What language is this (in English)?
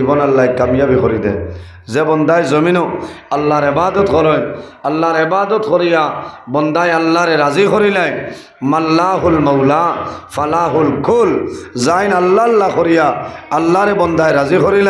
Sylheti